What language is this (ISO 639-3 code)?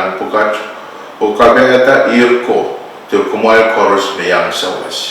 pon